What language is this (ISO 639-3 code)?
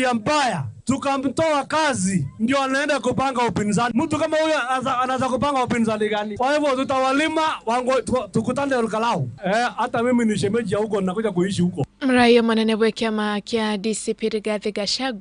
guz